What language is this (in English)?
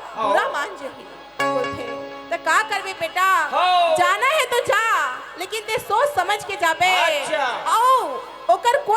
Chhattisgarhi